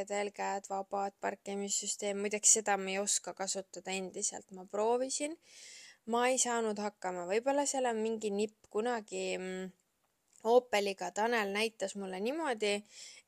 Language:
Estonian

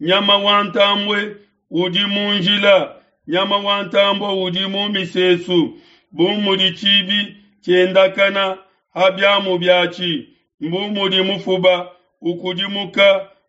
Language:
Luba-Lulua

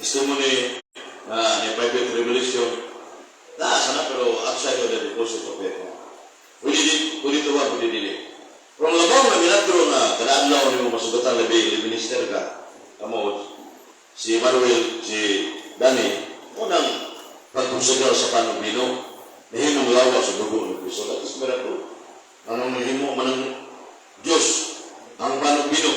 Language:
Cebuano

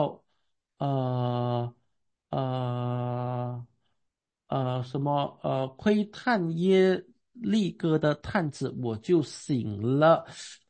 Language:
Chinese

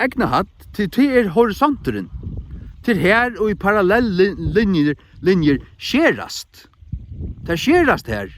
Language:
Faroese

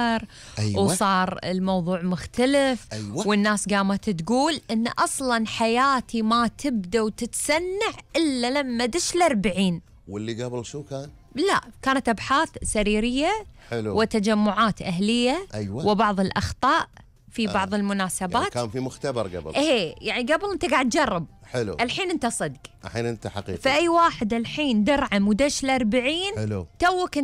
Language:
Gulf Arabic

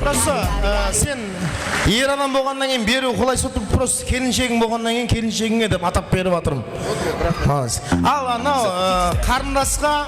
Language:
Kara-Kalpak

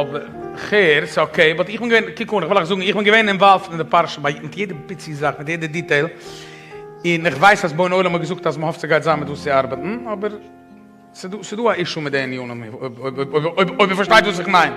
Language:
Yiddish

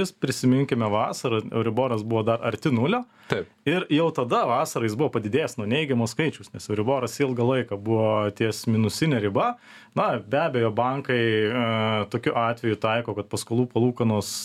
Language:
Lithuanian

